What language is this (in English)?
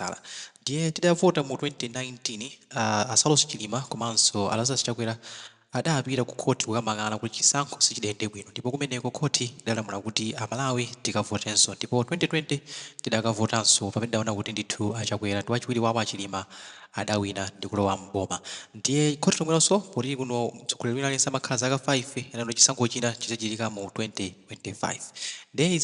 Nyanja